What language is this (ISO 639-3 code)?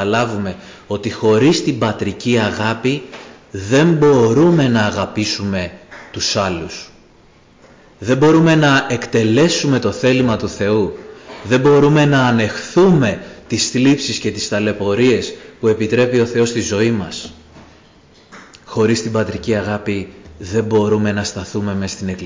ell